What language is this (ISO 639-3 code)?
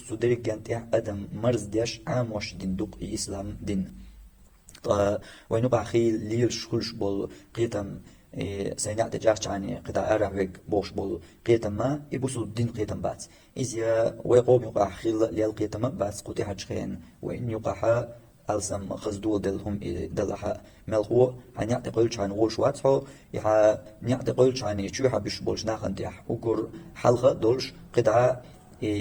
che